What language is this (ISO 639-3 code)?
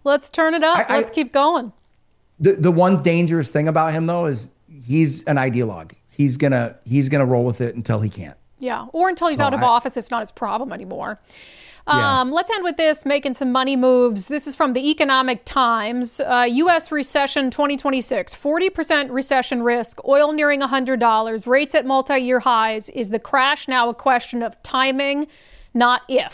eng